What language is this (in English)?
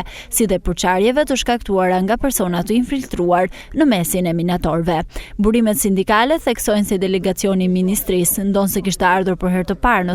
Albanian